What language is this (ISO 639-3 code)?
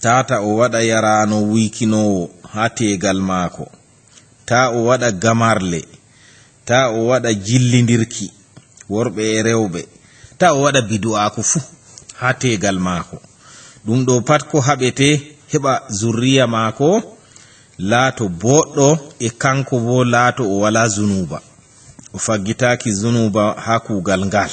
ful